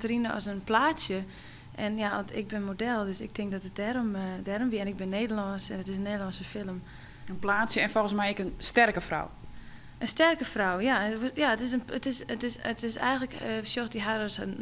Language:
Western Frisian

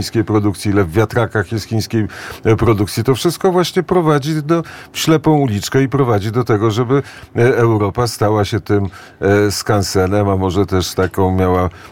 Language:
Polish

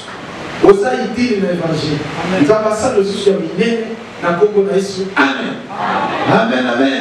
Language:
Lingala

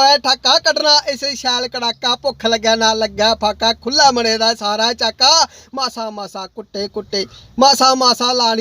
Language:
Dogri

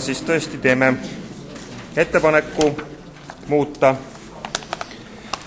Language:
Estonian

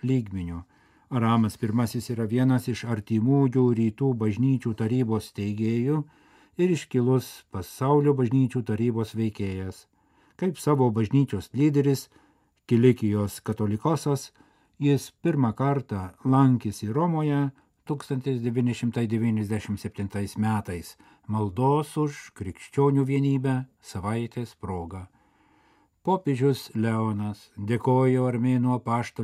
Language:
Lithuanian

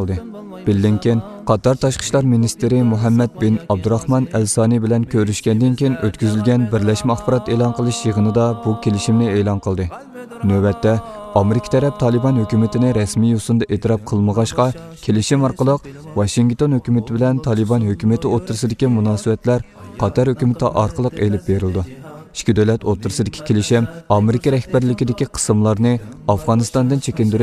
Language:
Uyghur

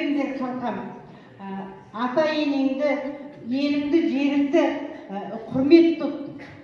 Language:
Kazakh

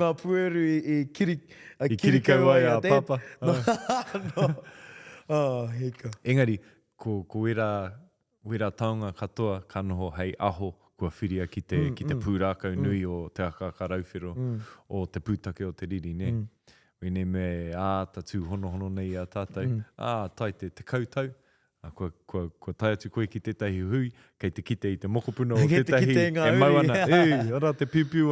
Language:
Māori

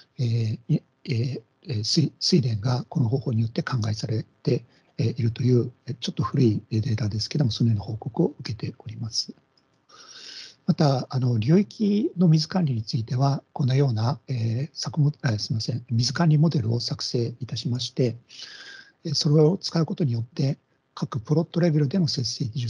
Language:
Japanese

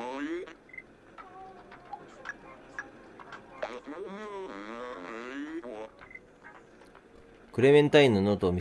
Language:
Japanese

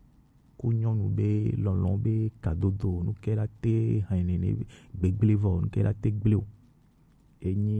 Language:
Gen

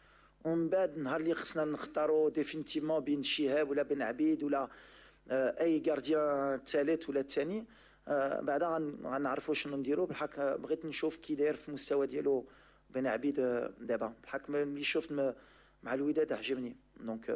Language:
Moroccan Arabic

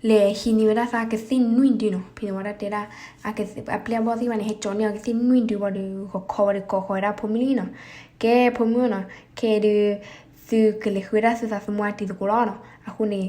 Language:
S'gaw Karen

